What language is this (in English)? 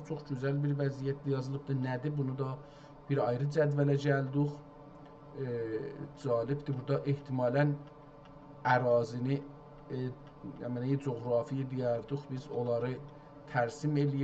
South Azerbaijani